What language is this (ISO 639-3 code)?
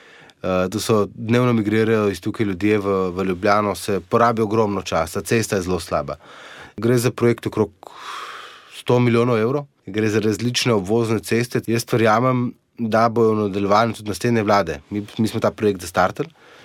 slv